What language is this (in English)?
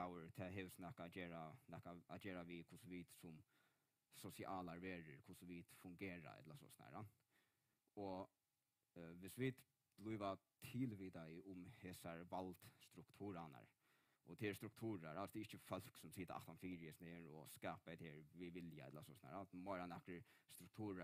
Faroese